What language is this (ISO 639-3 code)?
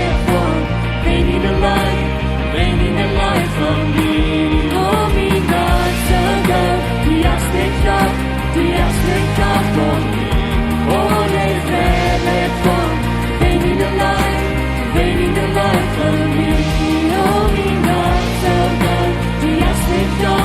pdt